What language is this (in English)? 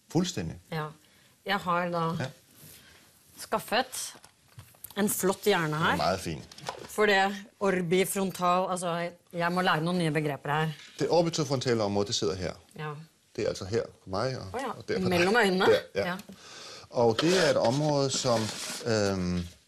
Danish